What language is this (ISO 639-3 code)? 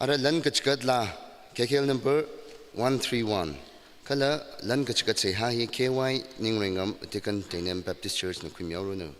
nmf